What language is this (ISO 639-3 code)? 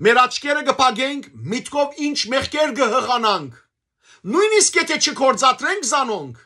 hyw